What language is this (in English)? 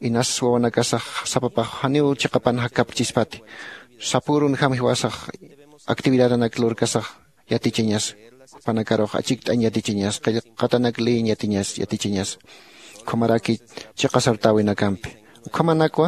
Aymara